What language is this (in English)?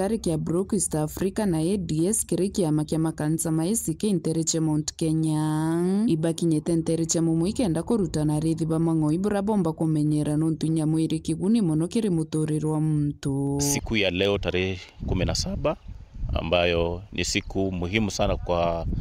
Meru